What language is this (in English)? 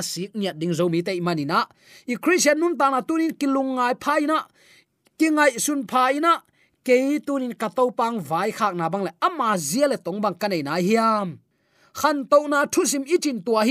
Tedim Chin